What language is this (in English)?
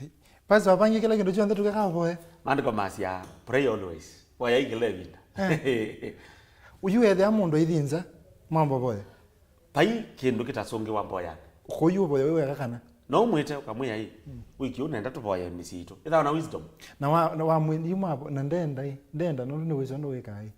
Kamba